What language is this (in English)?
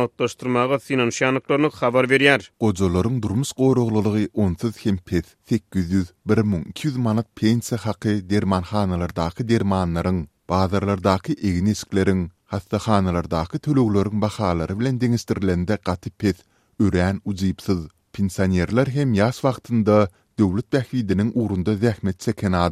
Turkmen